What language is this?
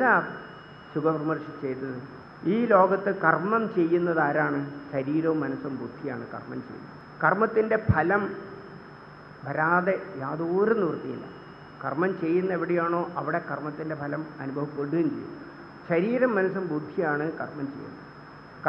Malayalam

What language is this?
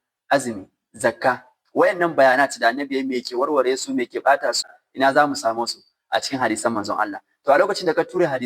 Hausa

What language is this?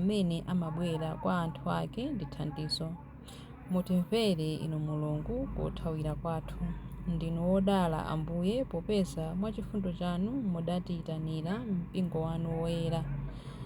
Nyanja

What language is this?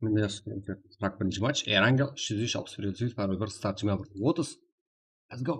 Kara-Kalpak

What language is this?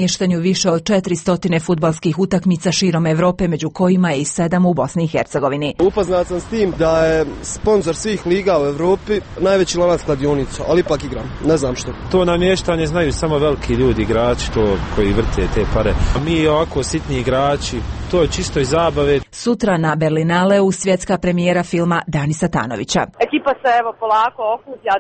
Croatian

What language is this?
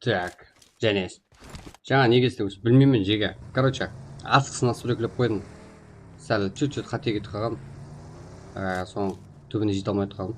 Kara-Kalpak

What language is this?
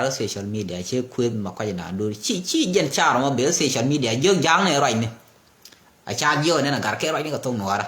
Nuer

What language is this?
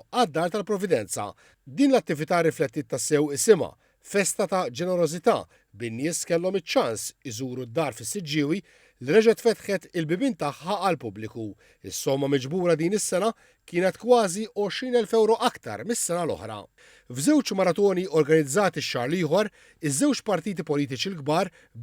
Maltese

